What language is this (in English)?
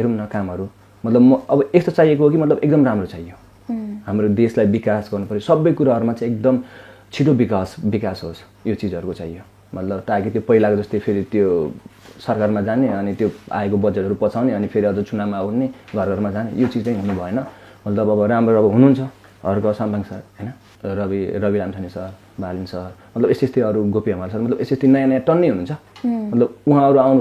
Nepali